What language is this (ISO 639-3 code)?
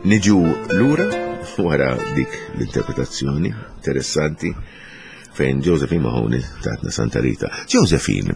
mlt